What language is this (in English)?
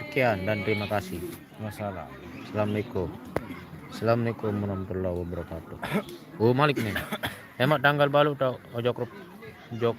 Sasak